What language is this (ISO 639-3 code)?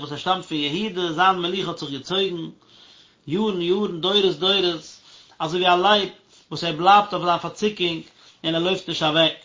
yid